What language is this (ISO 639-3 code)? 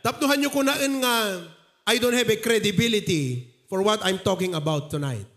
ilo